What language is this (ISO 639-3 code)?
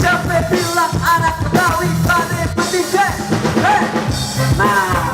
bew